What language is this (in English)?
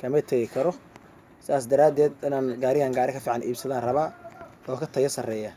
Somali